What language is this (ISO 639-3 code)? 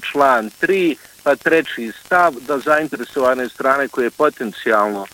bos